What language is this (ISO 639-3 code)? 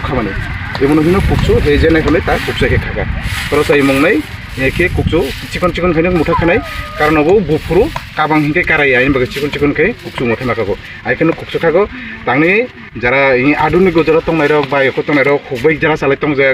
trp